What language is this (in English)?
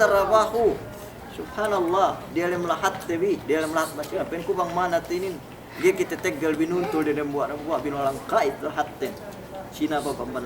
Yakan